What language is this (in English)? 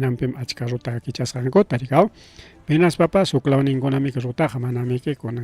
Ayacucho Quechua